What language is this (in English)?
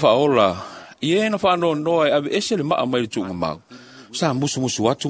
Samoan